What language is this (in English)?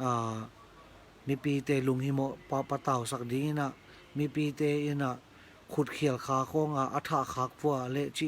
Tedim Chin